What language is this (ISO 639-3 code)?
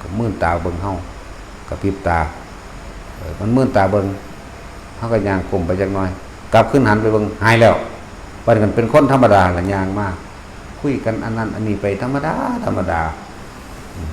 tts